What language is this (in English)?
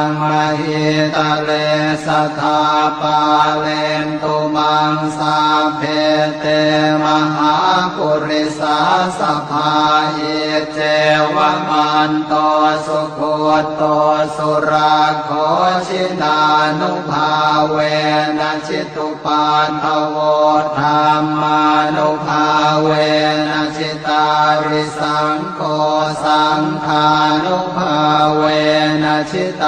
Pali